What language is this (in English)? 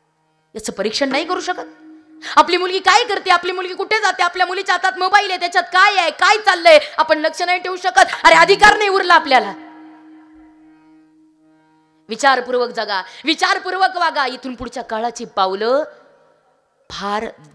Marathi